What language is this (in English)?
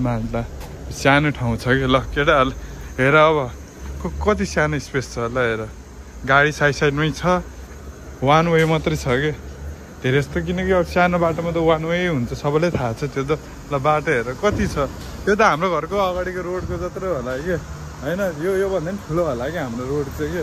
Nepali